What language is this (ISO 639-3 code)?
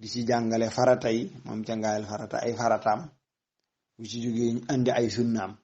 wol